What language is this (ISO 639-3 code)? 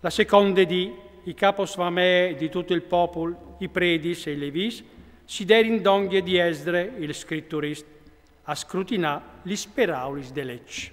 fur